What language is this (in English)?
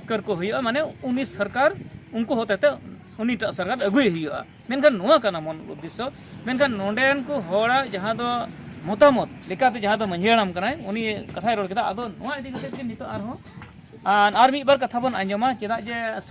Santali